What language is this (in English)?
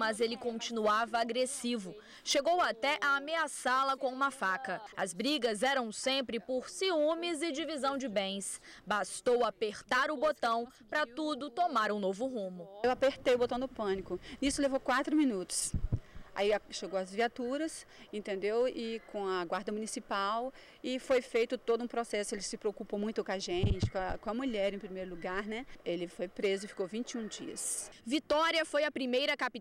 Portuguese